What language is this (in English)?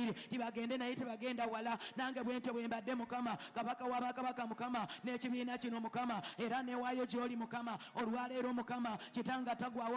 Ganda